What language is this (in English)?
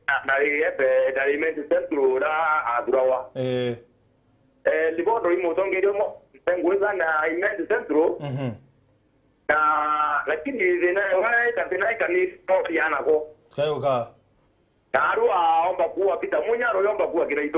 Meru